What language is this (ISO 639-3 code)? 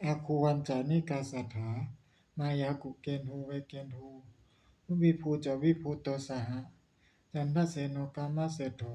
pli